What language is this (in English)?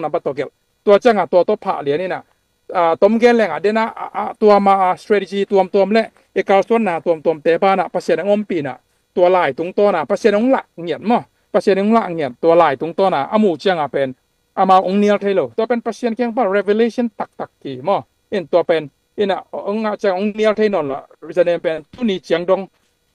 Tedim Chin